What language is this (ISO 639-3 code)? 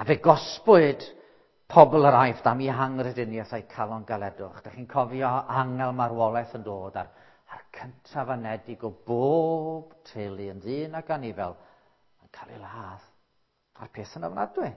cym